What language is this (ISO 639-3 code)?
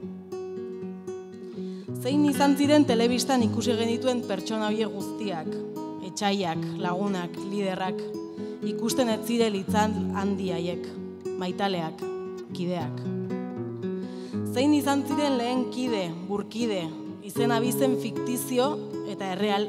eus